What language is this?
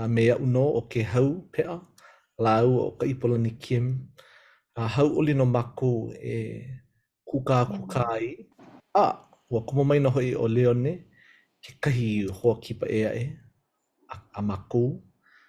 Hawaiian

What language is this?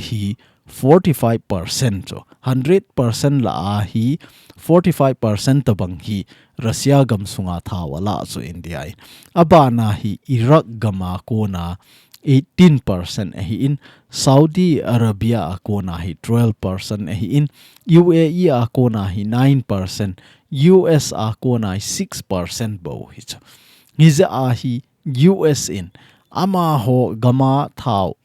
Thado Chin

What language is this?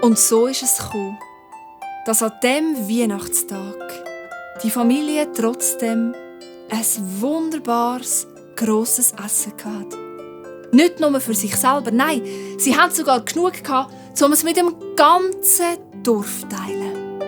Swiss German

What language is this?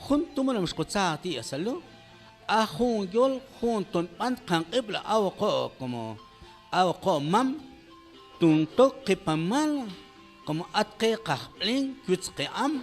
Mam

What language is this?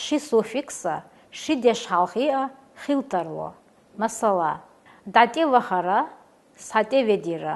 Chechen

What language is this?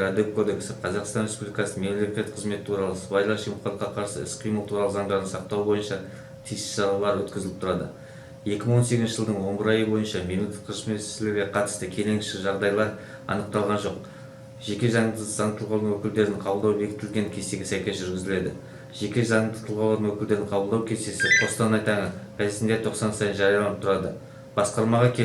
Kazakh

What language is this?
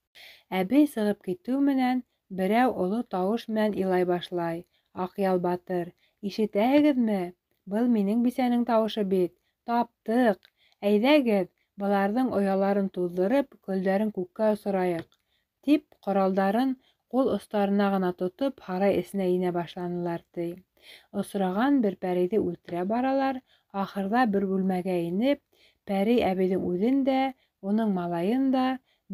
Bashkir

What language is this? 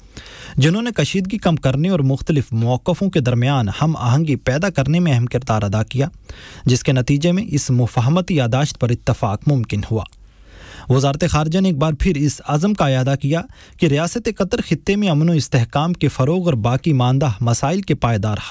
Urdu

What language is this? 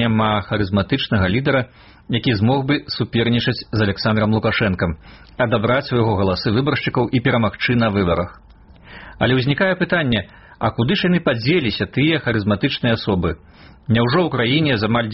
Belarusian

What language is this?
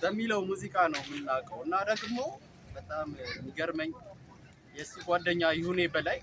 Amharic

